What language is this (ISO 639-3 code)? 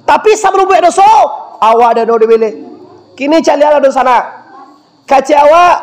min